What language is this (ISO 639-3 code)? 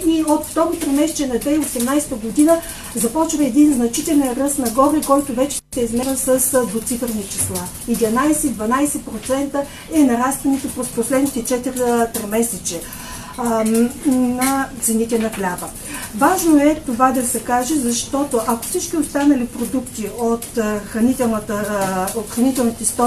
bul